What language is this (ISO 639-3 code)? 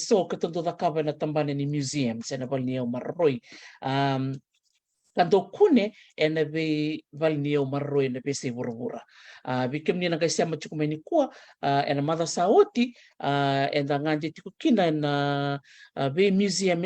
fij